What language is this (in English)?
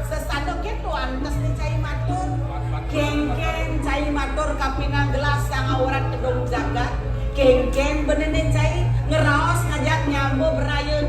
Balinese